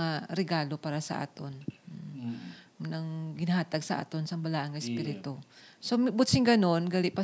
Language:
Hiligaynon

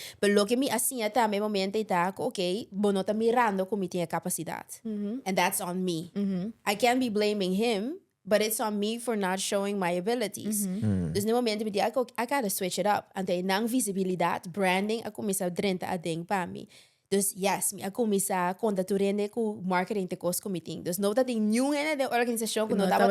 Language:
Papiamento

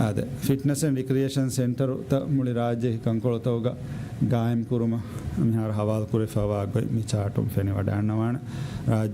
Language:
Divehi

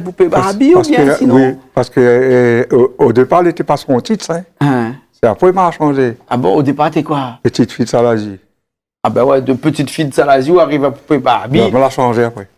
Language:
Réunion Creole French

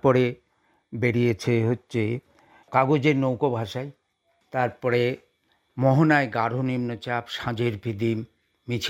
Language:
Bangla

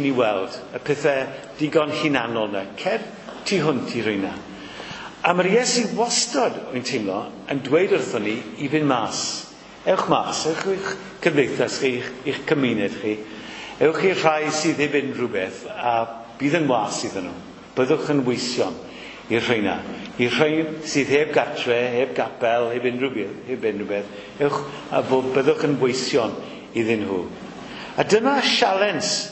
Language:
Welsh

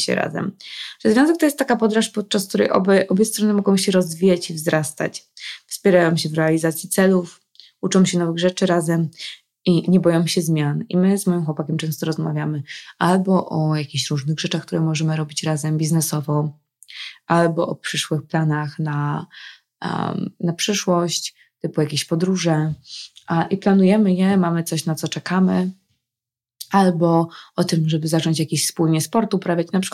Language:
Polish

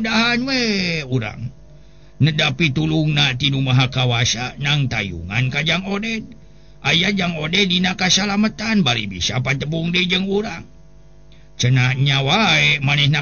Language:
Sundanese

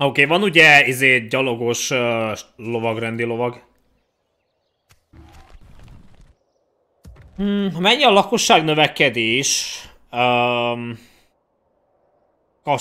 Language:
Hungarian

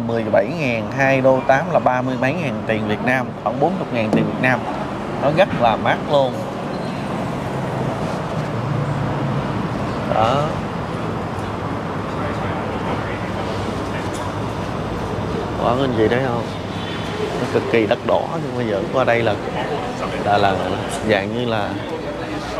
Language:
Vietnamese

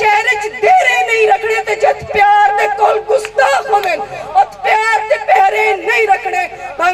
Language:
Saraiki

